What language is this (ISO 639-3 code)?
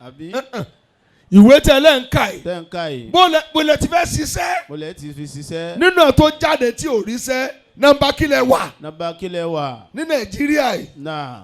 yor